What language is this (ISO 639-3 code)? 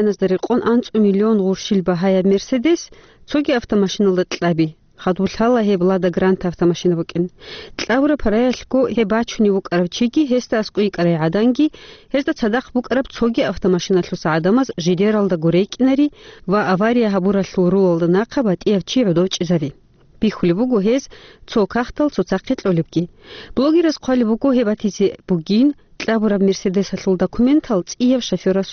ava